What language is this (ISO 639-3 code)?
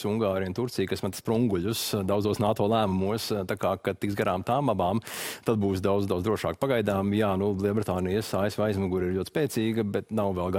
lav